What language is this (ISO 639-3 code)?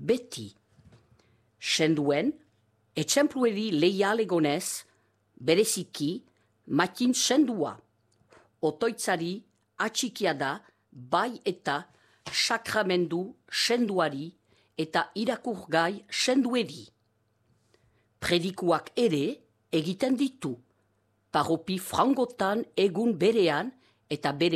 eus